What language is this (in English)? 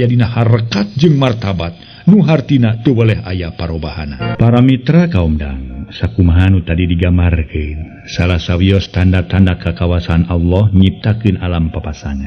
Sundanese